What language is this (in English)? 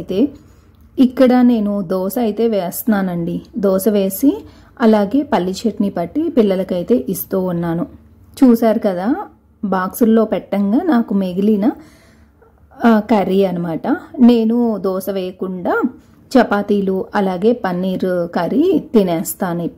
Telugu